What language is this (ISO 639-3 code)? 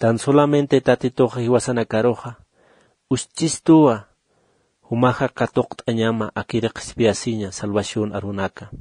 aym